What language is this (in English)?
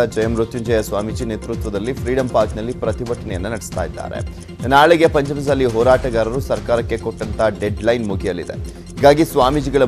Kannada